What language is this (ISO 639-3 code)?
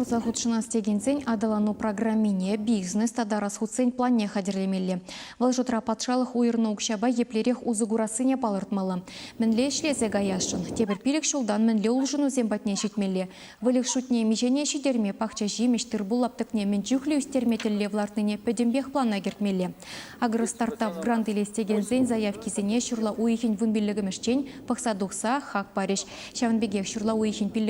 chv